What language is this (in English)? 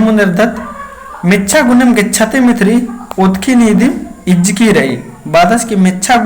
Kurukh